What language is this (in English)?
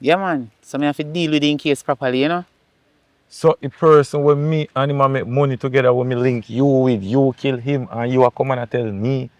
Jamaican Creole English